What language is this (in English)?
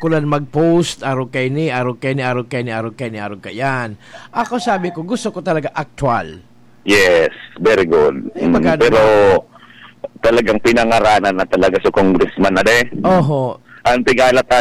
Bikol